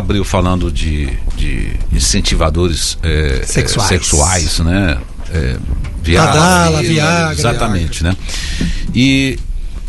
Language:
Portuguese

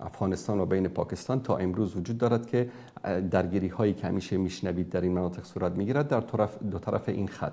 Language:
Persian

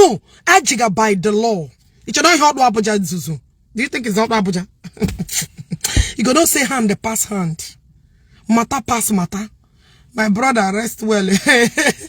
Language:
Igbo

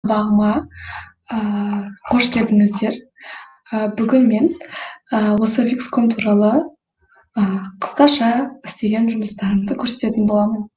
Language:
Kazakh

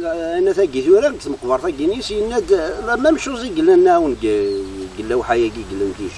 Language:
Kabyle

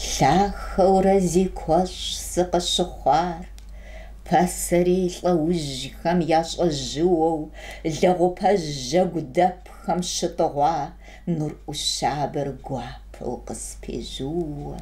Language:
Kabardian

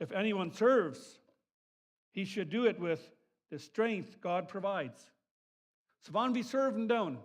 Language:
Plautdietsch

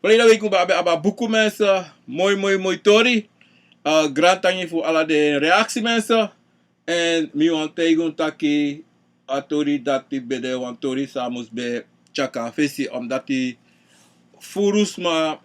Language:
Sranan Tongo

